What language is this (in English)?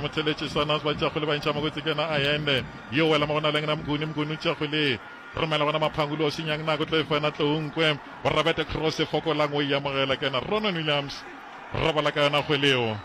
Northern Sotho